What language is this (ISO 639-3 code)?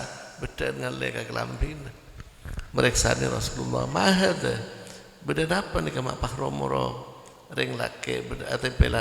mad